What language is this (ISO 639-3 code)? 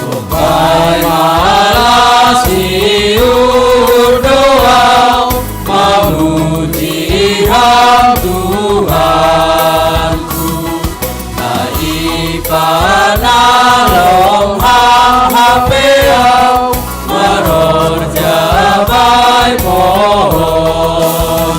bts